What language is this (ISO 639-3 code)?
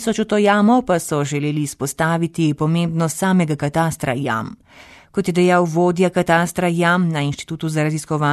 slv